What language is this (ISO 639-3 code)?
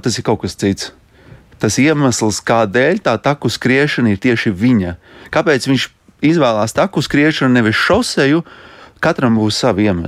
lav